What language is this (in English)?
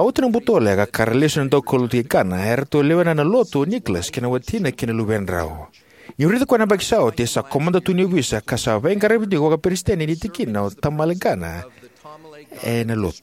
Fijian